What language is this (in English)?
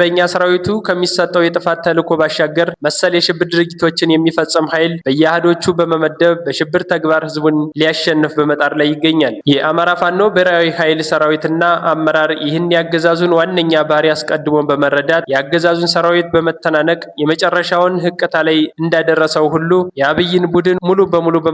Amharic